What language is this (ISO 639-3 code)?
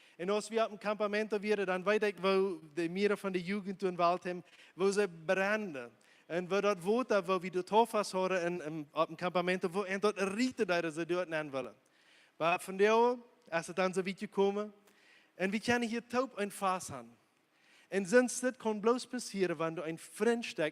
pdt